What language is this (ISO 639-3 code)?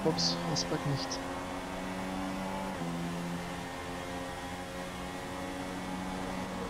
deu